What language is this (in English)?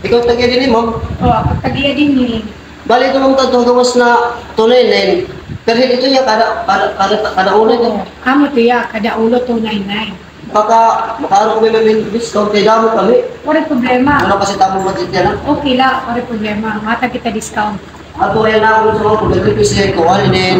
Waray